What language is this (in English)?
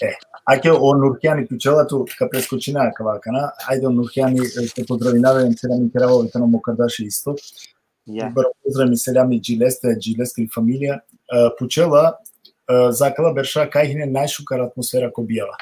Balkan Romani